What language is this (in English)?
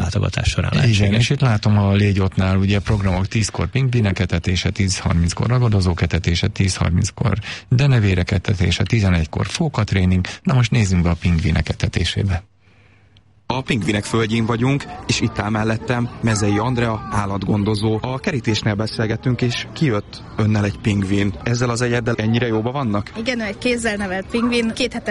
Hungarian